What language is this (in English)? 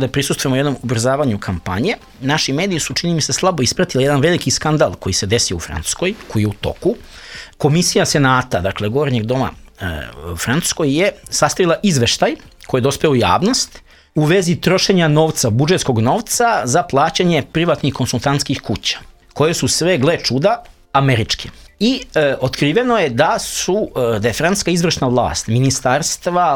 Serbian